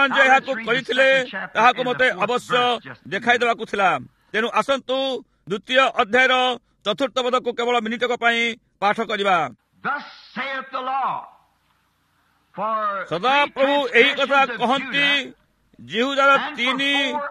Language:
Odia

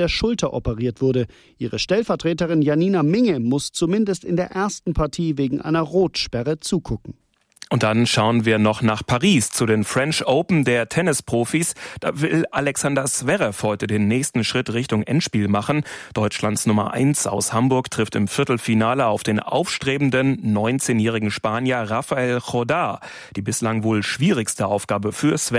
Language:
German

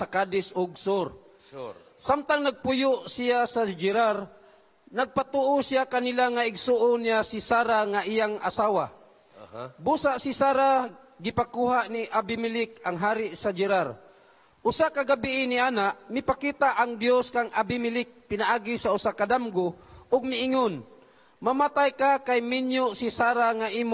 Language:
Cebuano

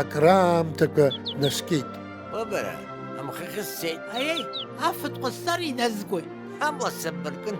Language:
Abkhazian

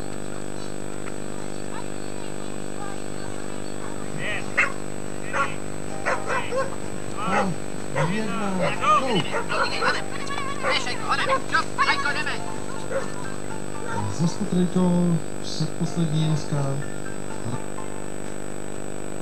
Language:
Czech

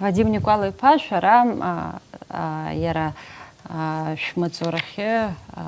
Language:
Abkhazian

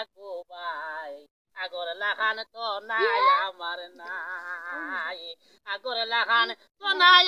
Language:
Sylheti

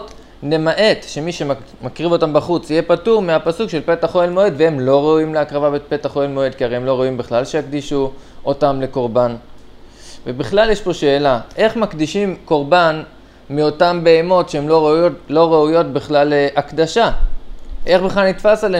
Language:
Hebrew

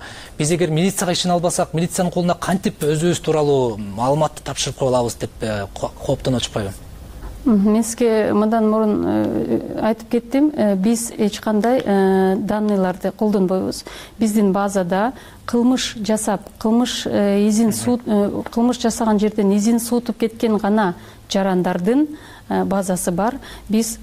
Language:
Kyrgyz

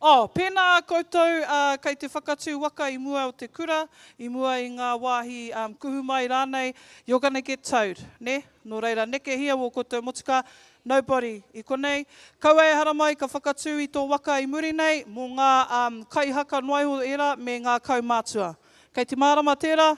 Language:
Māori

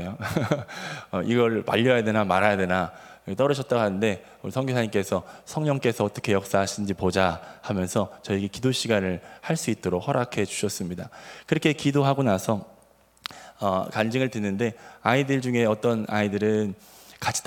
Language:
Korean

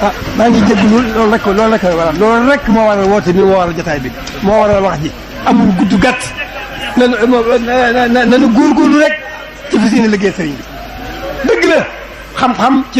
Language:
Wolof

